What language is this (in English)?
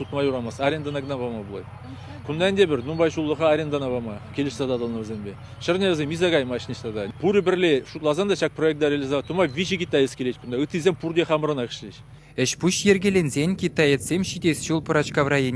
Chuvash